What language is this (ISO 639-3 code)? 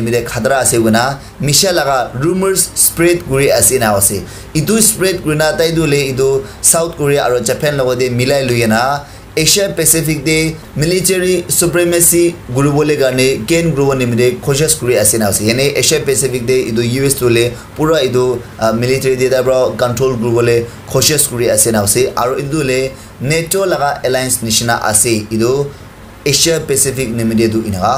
nag